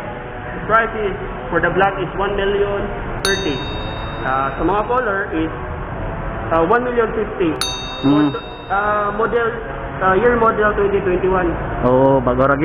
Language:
Cebuano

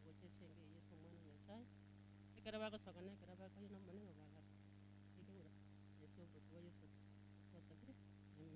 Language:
Gusii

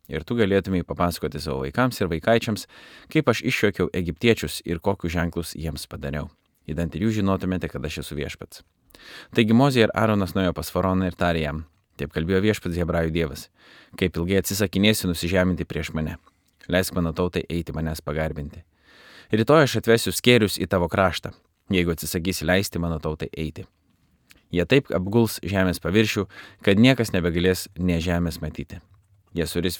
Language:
Lithuanian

